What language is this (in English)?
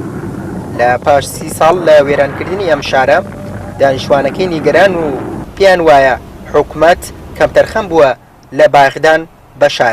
Central Kurdish